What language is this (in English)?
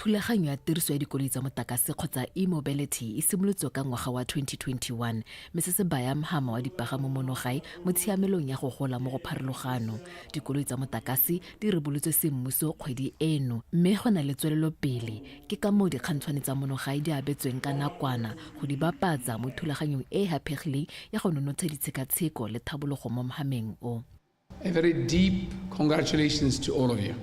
Tswana